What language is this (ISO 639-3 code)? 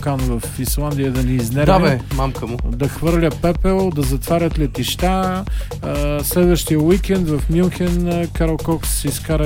bul